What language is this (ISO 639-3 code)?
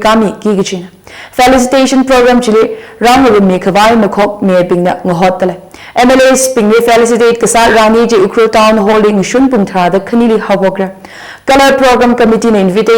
nmf